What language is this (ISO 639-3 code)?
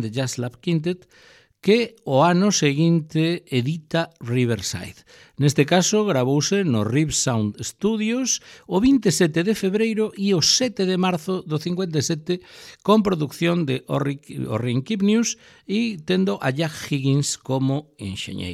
glg